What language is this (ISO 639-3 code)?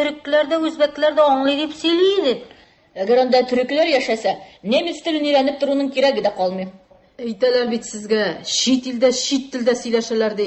tat